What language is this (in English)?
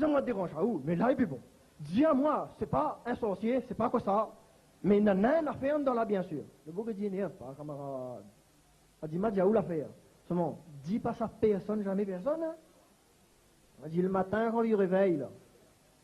Réunion Creole French